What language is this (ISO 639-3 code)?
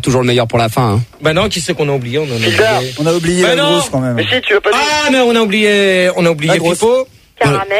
fra